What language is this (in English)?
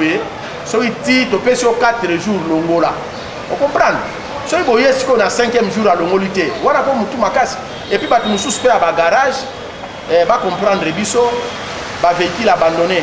Lingala